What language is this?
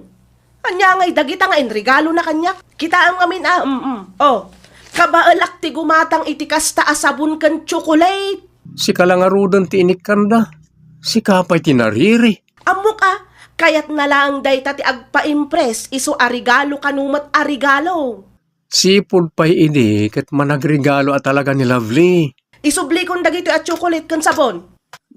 Iloko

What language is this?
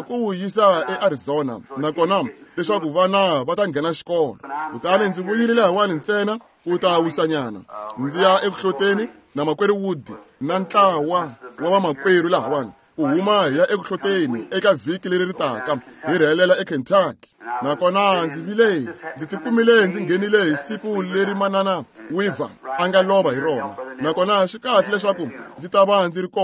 Tsonga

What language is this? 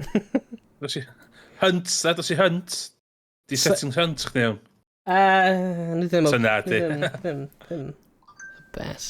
Welsh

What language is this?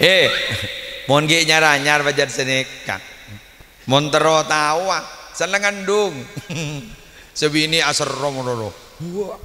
Madurese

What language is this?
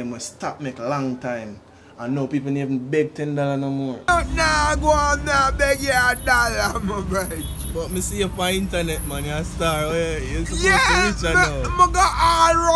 Jamaican Creole English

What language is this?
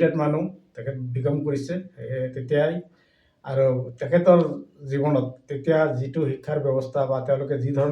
Assamese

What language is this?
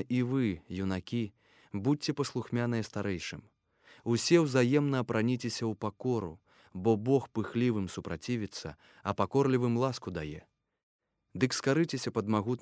Belarusian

